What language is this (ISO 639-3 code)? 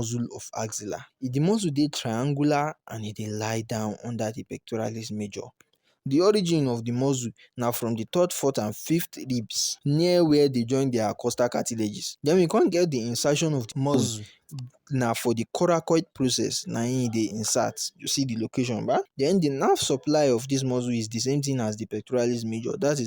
pcm